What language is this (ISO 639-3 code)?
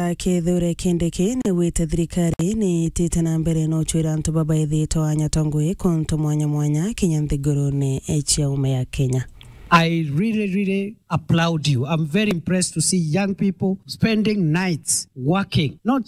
mer